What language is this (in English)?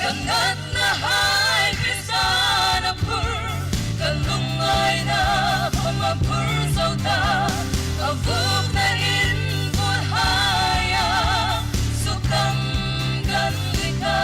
Hmar